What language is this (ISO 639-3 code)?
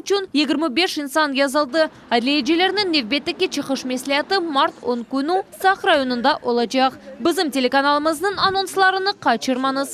crh